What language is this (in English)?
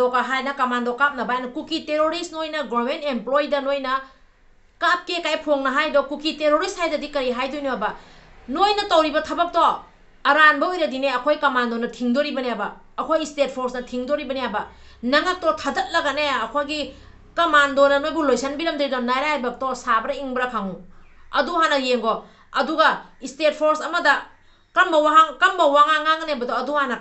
Manipuri